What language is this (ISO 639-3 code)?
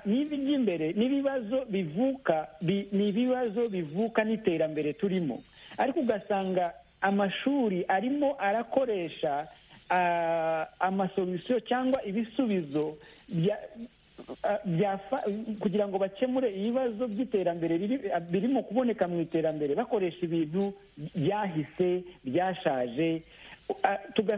kin